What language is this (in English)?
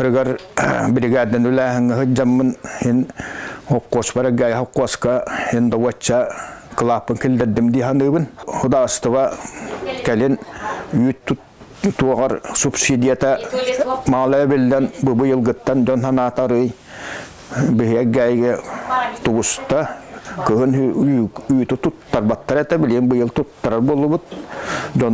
Yakut